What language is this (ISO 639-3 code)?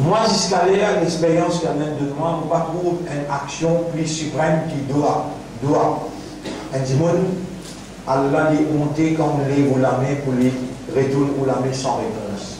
mfe